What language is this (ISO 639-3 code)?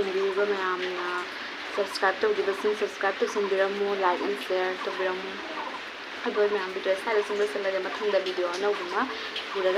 mni